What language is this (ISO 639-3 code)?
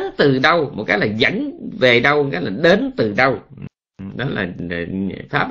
vie